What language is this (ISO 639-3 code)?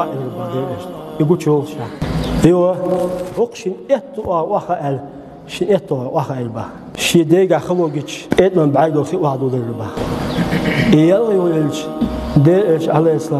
che